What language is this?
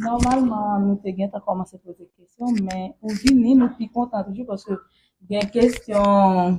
Haitian Creole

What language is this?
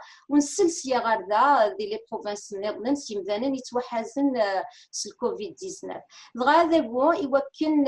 Kabyle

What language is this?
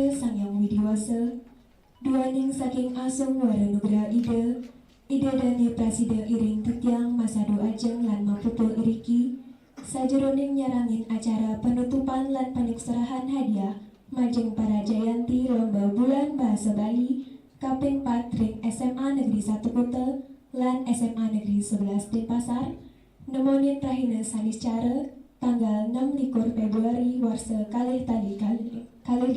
Balinese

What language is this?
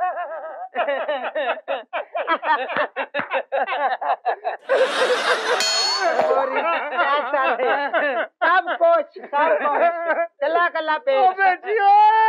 Punjabi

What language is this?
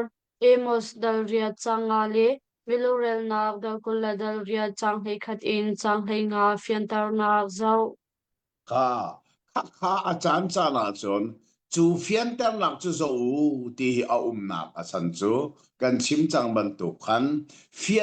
Hakha Chin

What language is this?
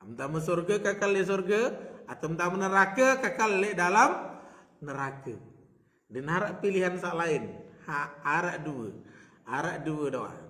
Sasak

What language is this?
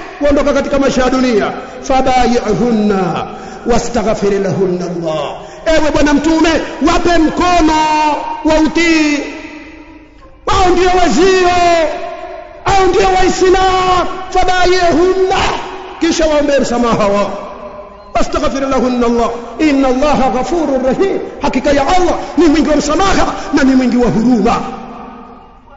Swahili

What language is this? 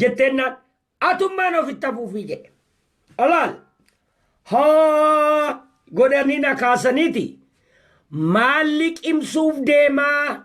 Oromo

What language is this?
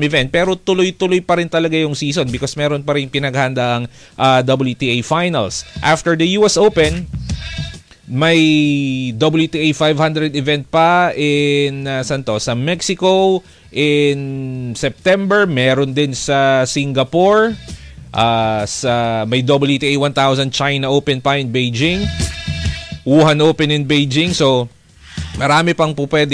Filipino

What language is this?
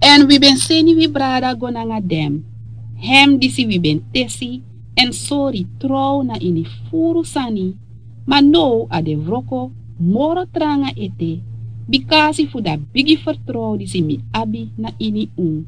Sranan Tongo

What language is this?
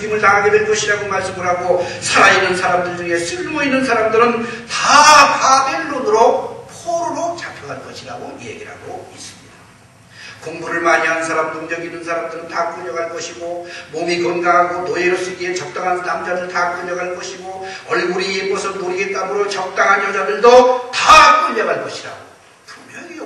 Korean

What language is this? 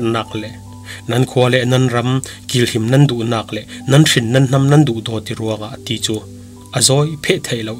Falam Chin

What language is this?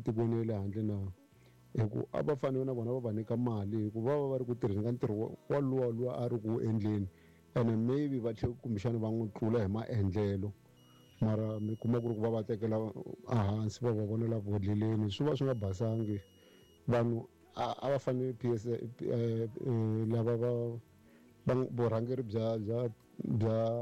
Tsonga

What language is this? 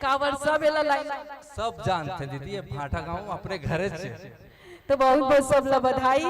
Chhattisgarhi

